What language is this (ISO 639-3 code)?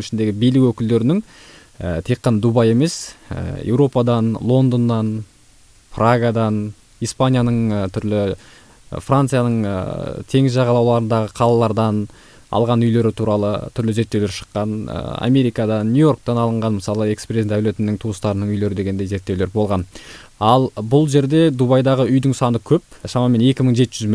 kaz